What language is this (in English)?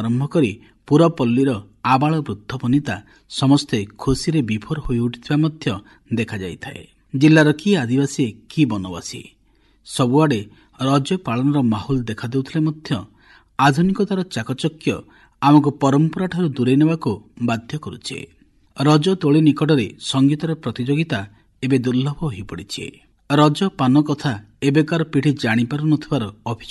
Odia